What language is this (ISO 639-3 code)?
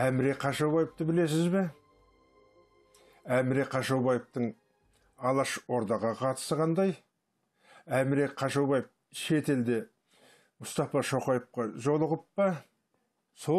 kaz